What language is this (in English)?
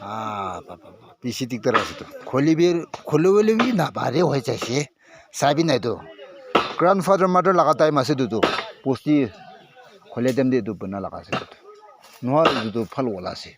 Naga Pidgin